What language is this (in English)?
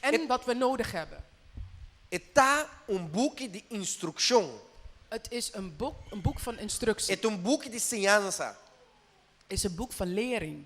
Papiamento